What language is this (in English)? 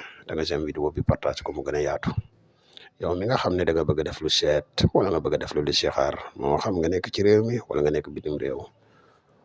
Wolof